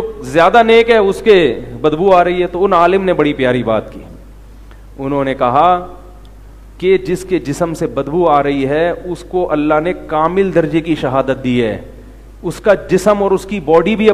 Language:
Urdu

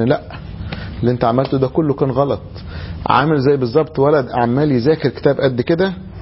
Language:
Egyptian Arabic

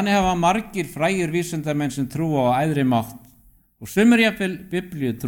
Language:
Icelandic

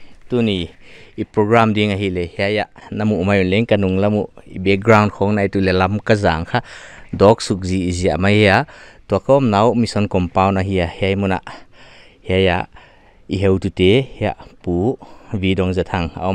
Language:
Paite Chin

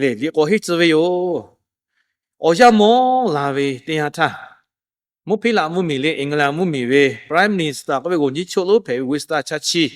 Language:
Lahu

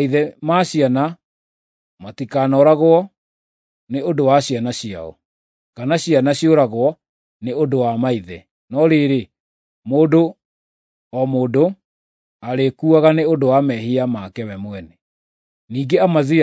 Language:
Kikuyu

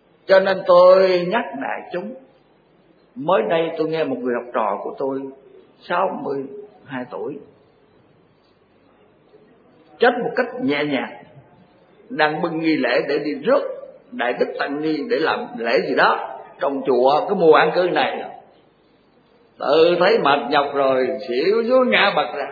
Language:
Vietnamese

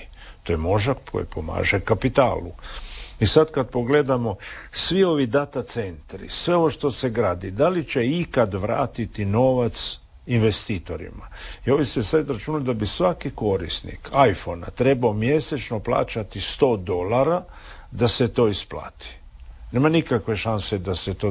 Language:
Croatian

